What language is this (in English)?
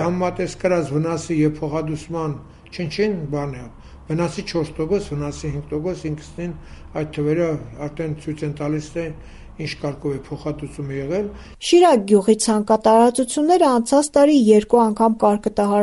Armenian